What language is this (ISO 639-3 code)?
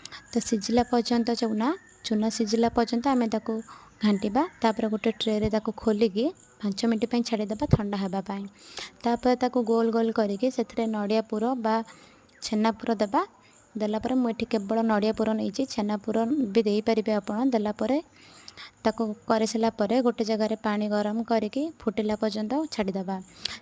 ori